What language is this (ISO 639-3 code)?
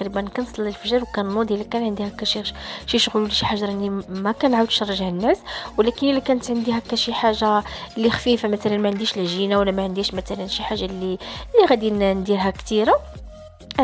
ary